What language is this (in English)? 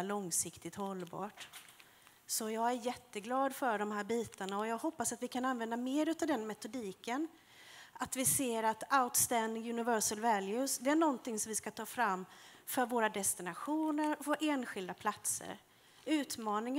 Swedish